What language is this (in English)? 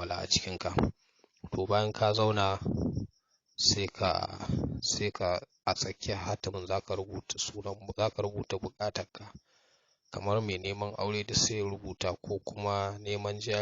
Hausa